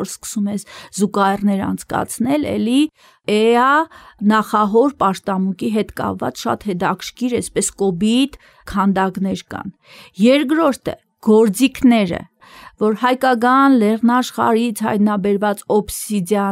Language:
Armenian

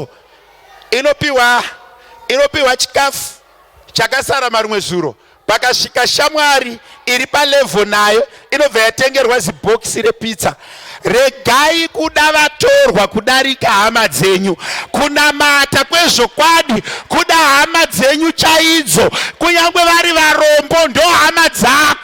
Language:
Shona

